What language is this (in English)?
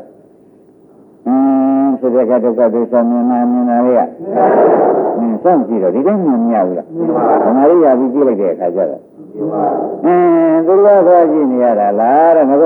Burmese